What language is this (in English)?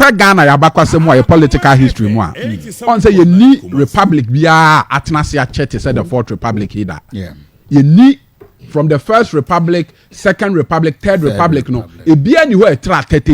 Akan